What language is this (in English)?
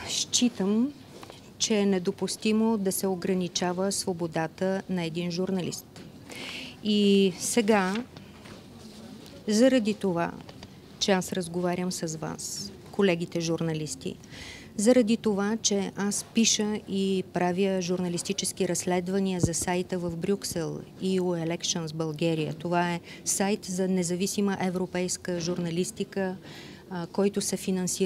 Bulgarian